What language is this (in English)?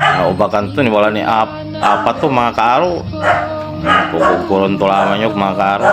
Pangasinan